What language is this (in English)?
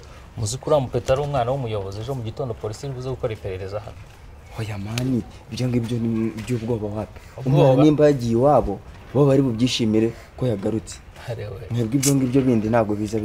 Kinyarwanda